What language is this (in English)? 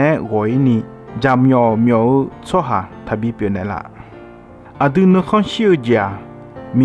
Akha